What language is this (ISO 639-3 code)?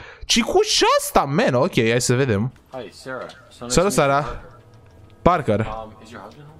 ron